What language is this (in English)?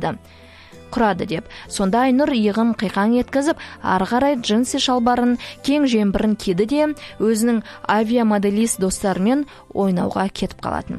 Kazakh